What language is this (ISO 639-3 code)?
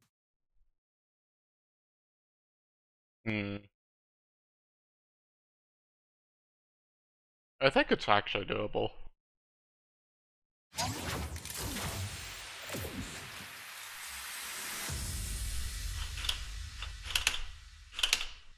eng